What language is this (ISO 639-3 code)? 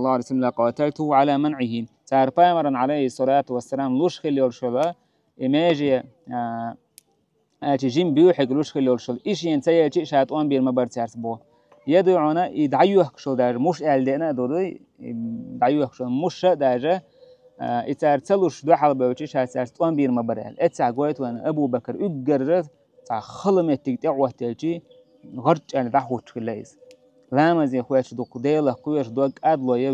che